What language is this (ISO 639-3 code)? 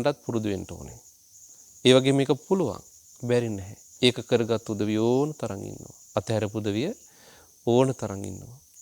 sin